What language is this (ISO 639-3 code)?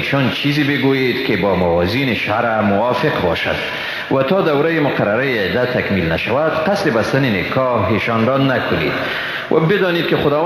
fas